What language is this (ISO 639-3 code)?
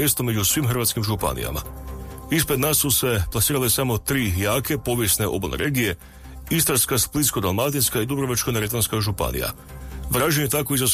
hrv